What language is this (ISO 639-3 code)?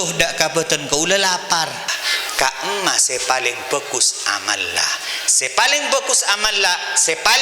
mad